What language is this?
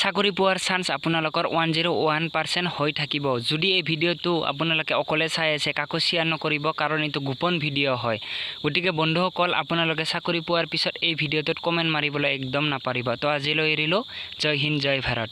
Assamese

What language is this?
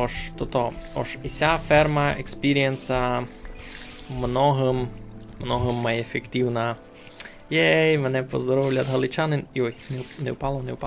Rusyn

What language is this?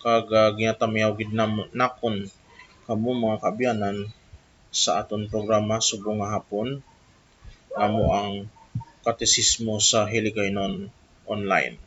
Hiligaynon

